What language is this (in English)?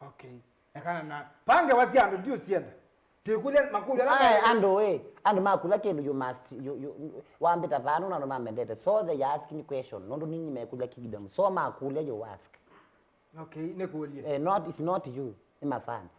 Kamba